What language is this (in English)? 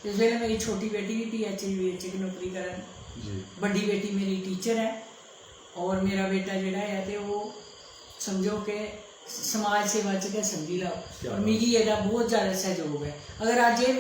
Dogri